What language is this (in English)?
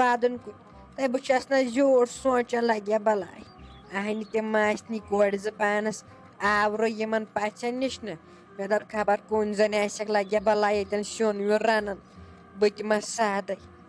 Kashmiri